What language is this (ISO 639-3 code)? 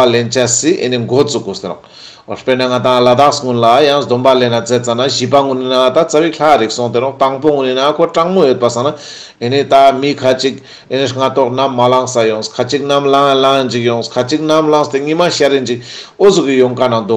lbj